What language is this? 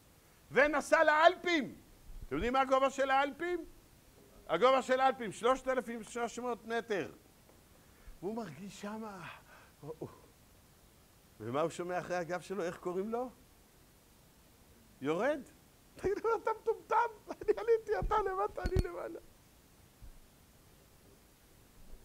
Hebrew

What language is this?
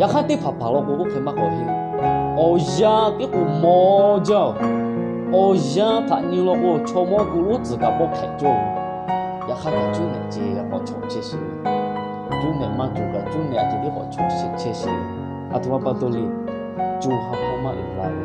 Lahu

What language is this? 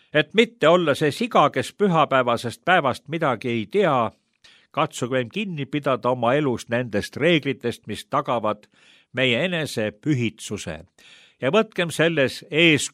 Estonian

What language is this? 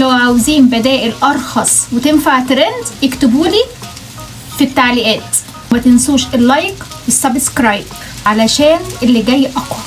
Egyptian Arabic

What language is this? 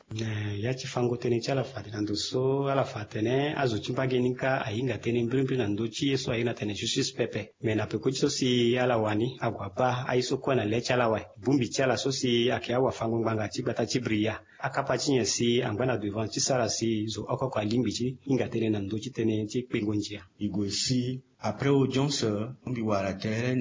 Sango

